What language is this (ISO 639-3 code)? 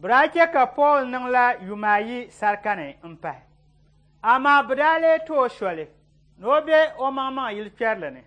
dag